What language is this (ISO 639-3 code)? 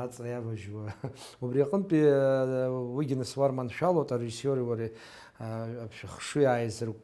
abk